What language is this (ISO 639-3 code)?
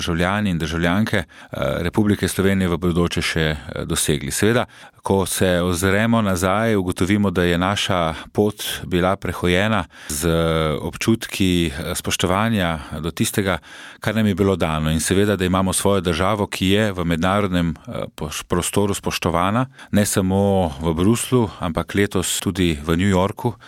slv